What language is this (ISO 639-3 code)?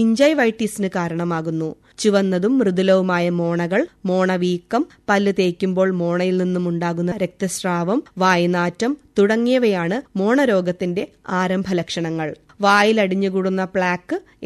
mal